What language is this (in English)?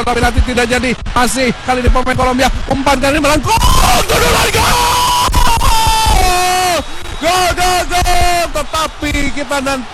Indonesian